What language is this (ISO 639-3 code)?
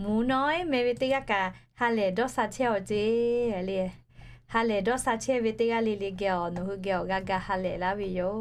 lhu